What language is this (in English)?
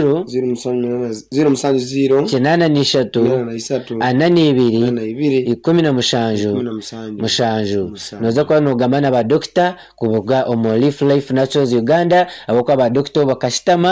Nyankole